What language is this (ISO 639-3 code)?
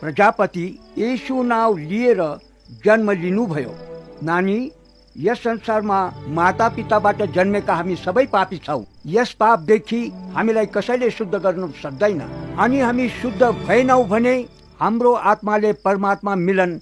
nep